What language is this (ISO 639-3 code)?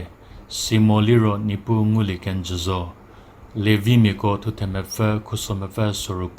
njm